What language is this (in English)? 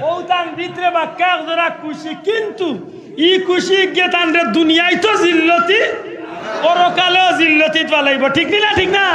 Sylheti